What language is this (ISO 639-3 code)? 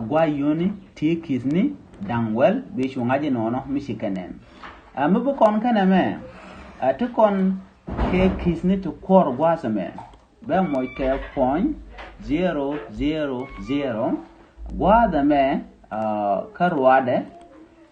nus